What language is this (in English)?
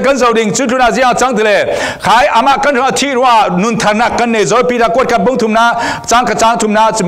Falam Chin